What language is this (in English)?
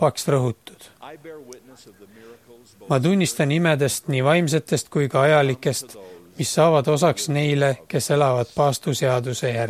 Estonian